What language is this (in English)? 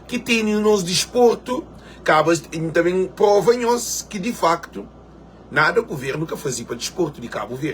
Kabuverdianu